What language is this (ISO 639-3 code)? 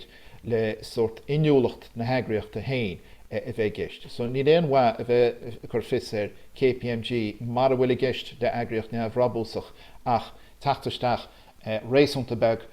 gle